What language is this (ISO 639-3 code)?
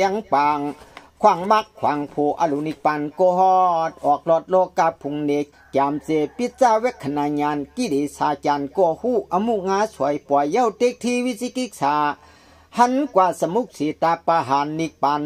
shn